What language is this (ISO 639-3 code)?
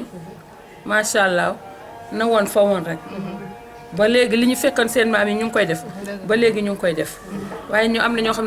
wol